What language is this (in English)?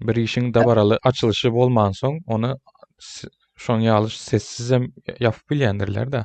Turkmen